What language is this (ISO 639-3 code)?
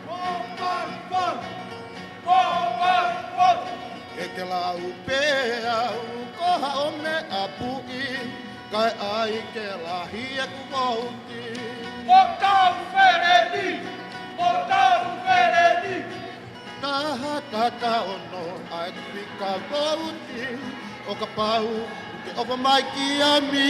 ton